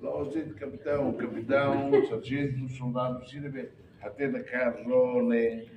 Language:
Tetum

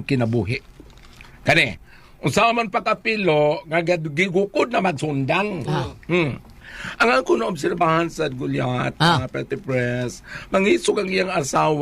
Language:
Cebuano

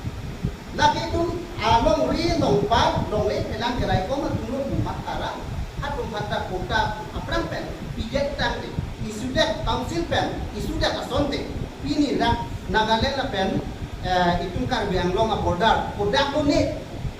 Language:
Karbi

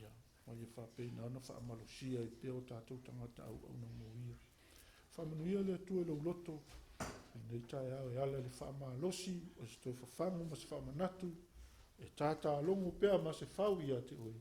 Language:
Samoan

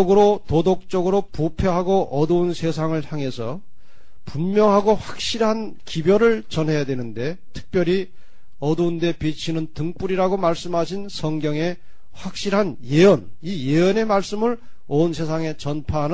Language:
Korean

